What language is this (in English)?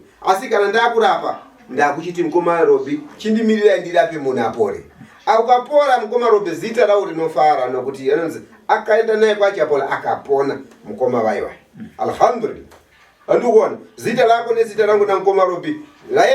Shona